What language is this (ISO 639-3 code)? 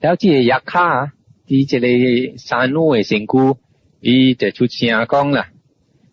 nan